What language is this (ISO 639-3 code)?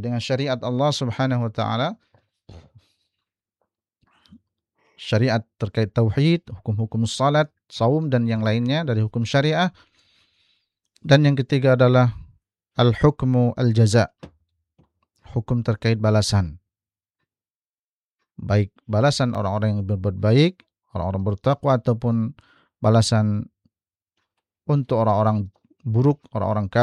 ind